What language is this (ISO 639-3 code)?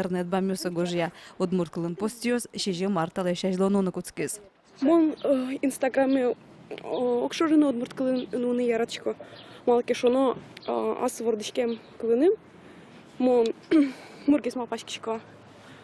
udm